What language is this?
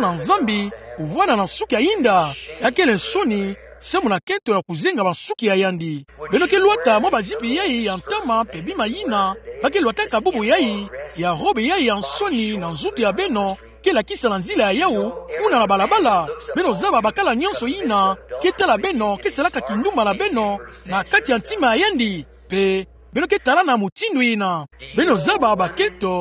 Kituba (Democratic Republic of Congo)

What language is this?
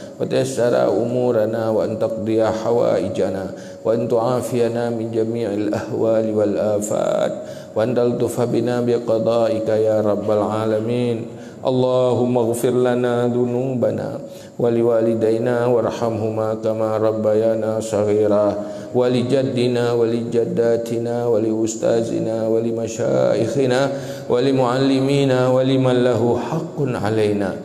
Achinese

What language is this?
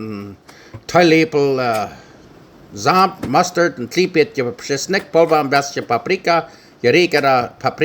Plautdietsch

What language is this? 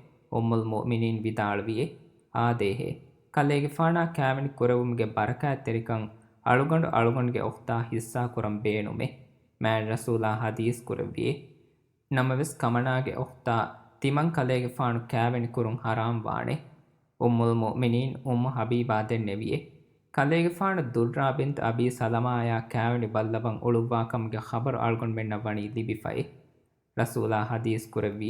Divehi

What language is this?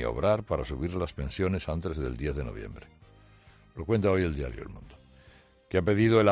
Spanish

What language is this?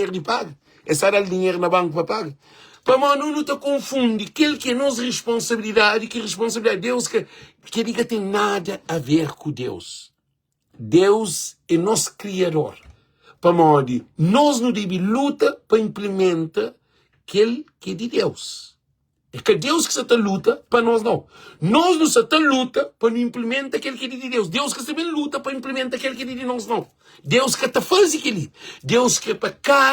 Kabuverdianu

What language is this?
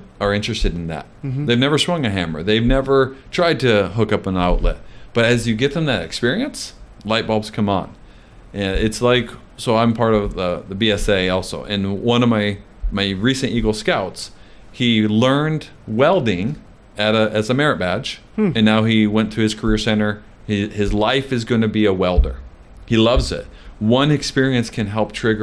English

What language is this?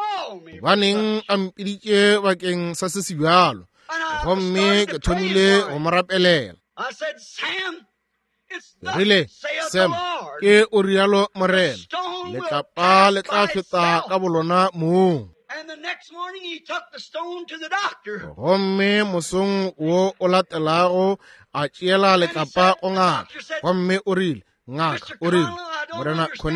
Northern Sotho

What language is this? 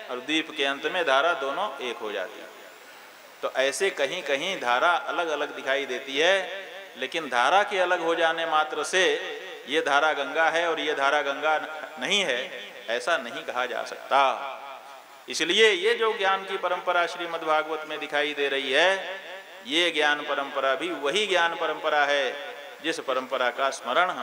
Hindi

